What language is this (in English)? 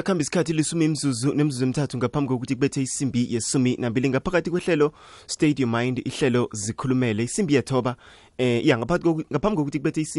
South Ndebele